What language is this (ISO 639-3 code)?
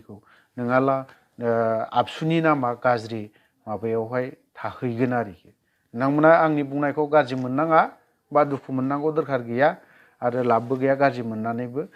brx